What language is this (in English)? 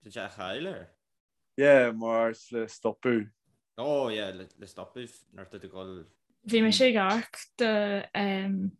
Irish